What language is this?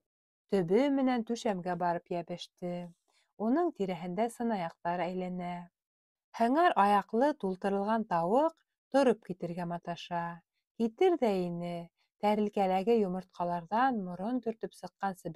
Bashkir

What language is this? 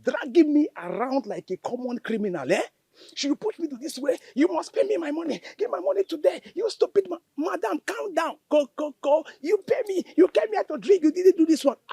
Nigerian Pidgin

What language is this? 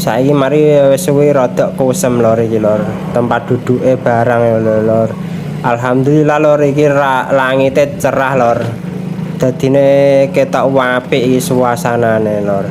Javanese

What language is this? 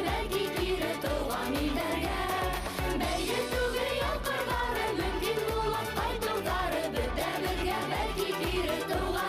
Bashkir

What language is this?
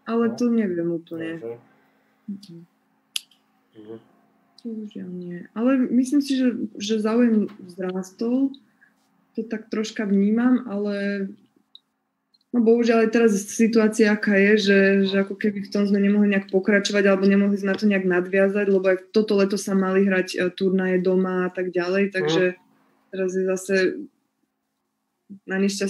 Slovak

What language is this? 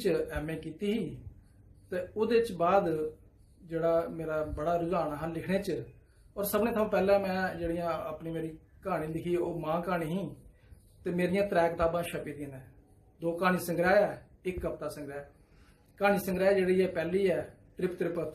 Dogri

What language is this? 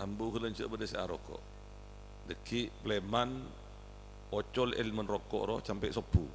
Madurese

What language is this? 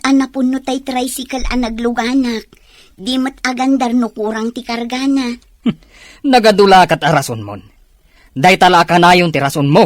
Iloko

